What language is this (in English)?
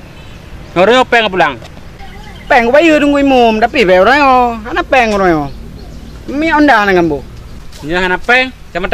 Achinese